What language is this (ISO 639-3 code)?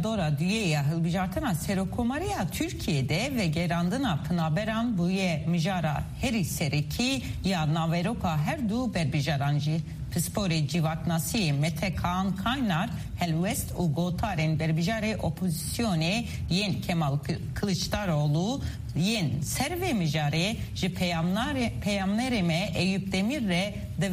kur